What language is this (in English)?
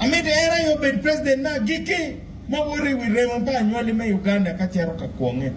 Acoli